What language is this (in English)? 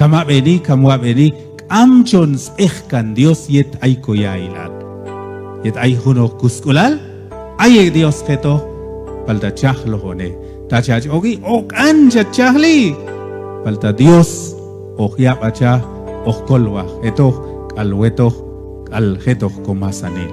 Q'anjob'al